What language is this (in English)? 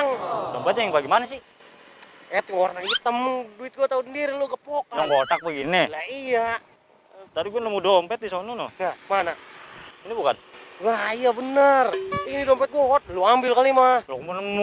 Betawi